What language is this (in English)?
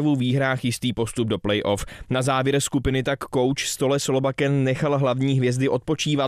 Czech